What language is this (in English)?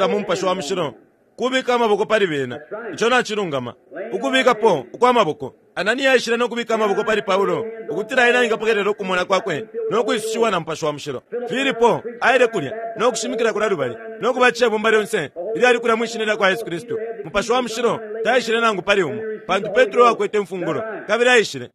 Bemba